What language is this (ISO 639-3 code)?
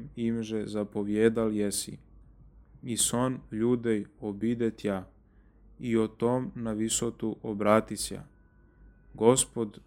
chu